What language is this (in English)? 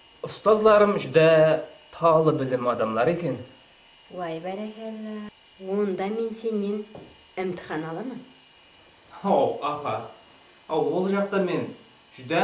Kara-Kalpak